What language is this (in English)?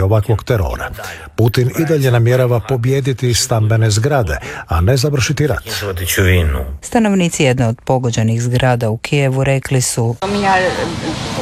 Croatian